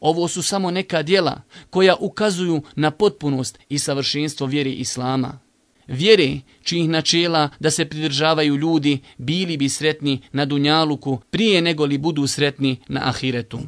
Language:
Bosnian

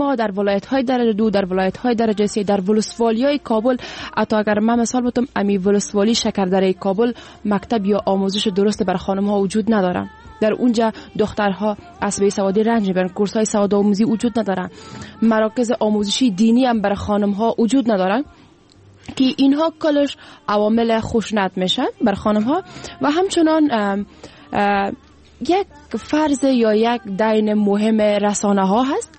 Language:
Persian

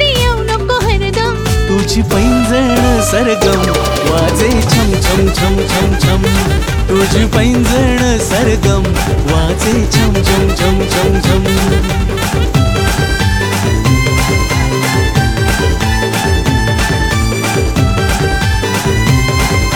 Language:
Marathi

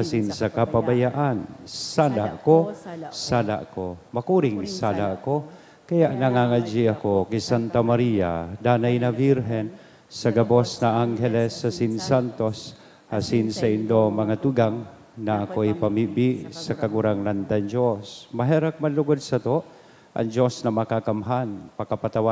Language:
Bikol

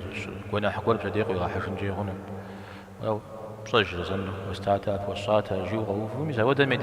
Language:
Kabardian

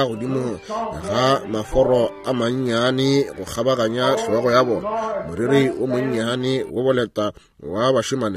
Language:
Northern Sotho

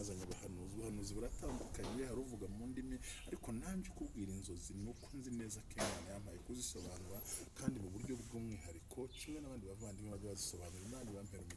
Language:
Kinyarwanda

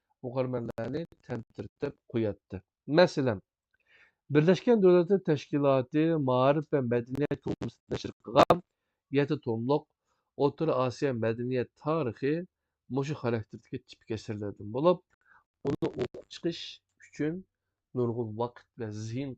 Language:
Uyghur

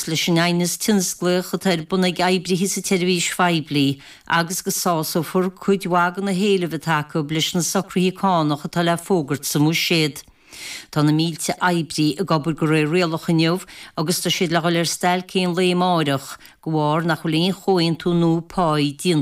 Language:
Irish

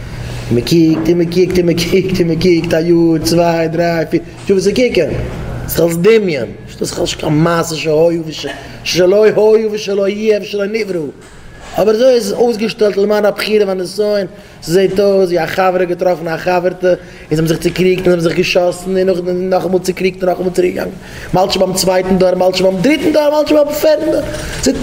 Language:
Yiddish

